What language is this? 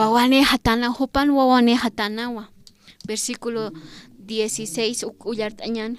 Aymara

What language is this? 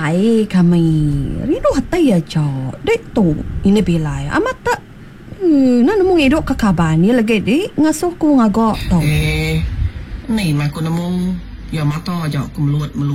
Iban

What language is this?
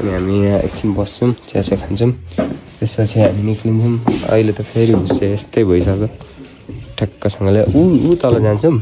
Nepali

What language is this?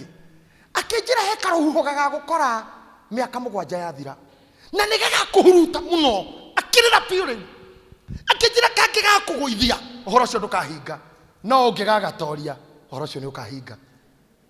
Kikuyu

